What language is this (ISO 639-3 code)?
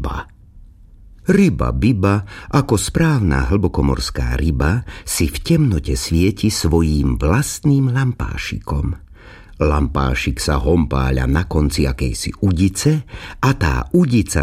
slk